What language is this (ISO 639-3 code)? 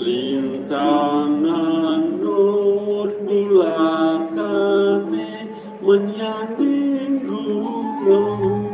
ban